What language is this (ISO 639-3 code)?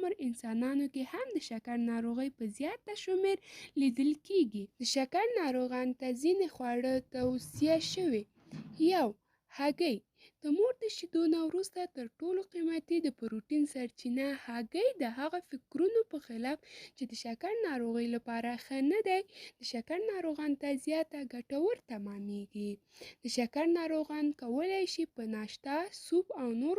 pus